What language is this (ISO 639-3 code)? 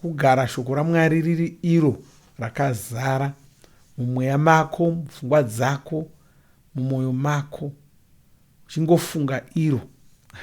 sna